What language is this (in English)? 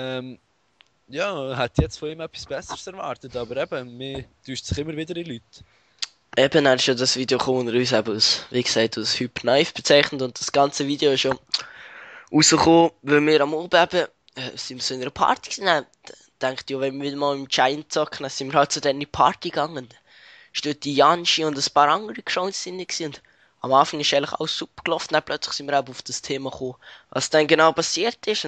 Swiss German